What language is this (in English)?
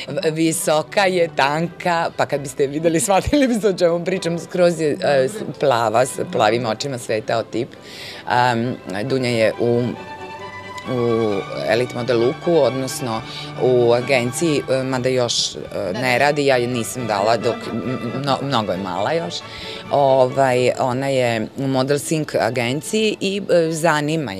Serbian